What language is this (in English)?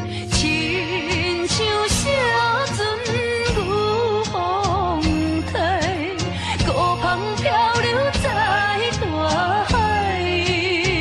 Min Nan Chinese